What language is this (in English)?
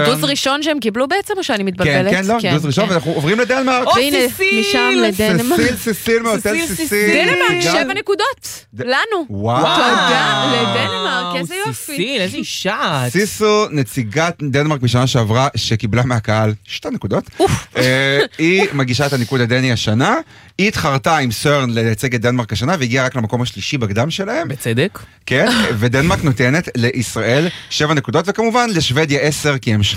Hebrew